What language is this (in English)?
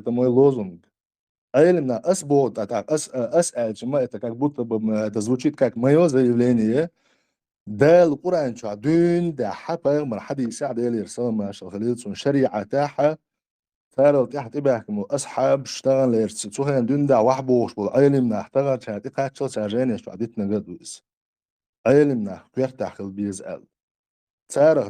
Chechen